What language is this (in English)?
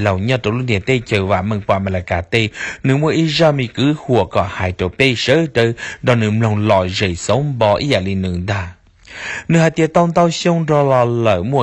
Hmong